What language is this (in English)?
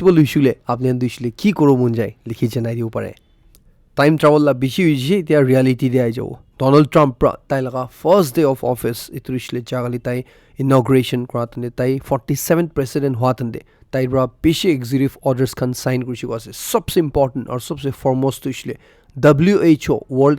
Naga Pidgin